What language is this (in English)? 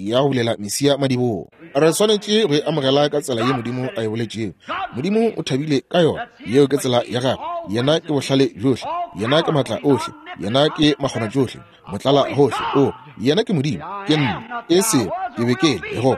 Northern Sotho